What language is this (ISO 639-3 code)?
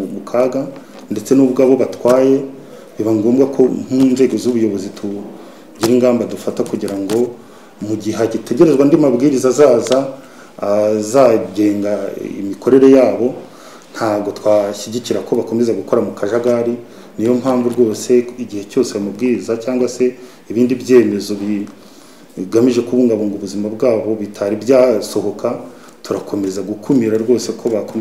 kin